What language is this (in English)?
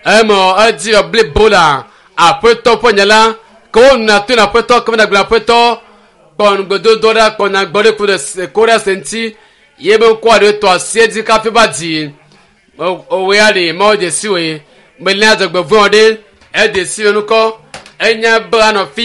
Ewe